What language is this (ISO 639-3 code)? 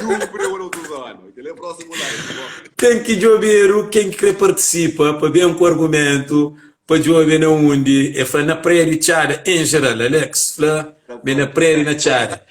kea